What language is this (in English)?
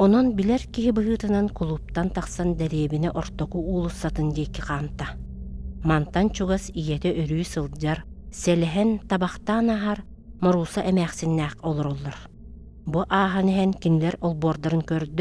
Yakut